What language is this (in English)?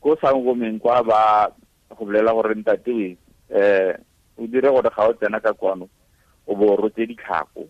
Tswana